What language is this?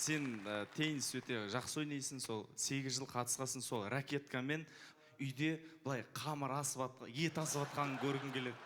Kazakh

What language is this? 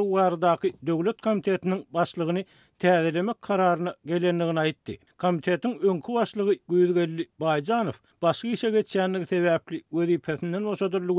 Turkmen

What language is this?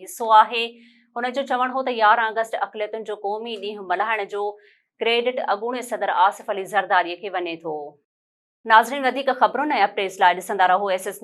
Sindhi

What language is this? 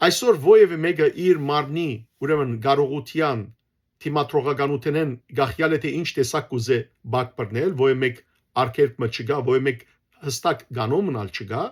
Western Armenian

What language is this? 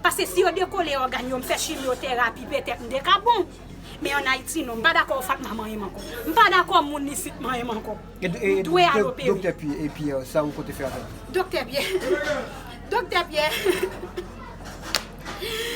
Haitian Creole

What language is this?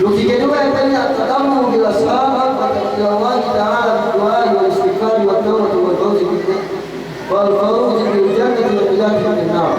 Yakan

